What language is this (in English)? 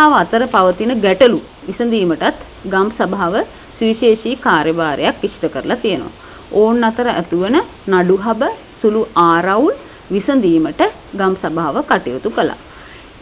Sinhala